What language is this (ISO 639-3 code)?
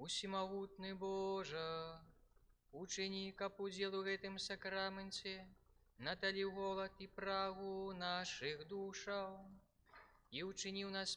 bel